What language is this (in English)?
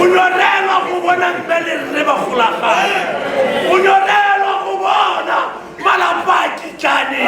Tswana